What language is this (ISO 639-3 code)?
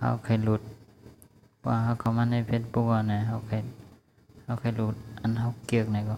shn